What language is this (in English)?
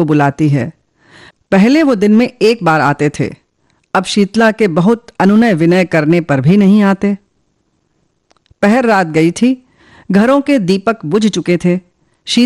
Hindi